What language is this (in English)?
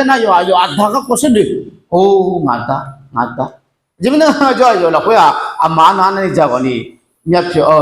Akha